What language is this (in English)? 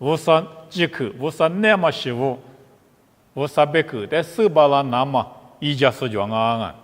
Lisu